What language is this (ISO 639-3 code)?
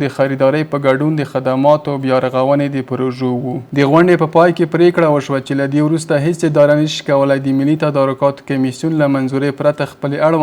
pus